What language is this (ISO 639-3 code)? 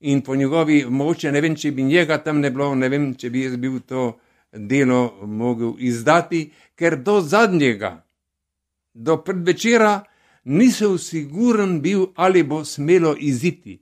slv